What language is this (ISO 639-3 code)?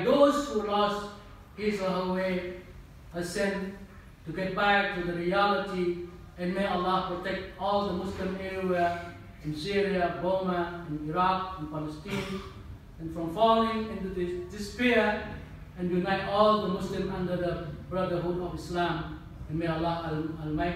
eng